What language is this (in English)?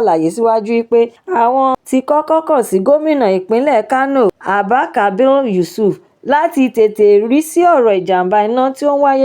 Yoruba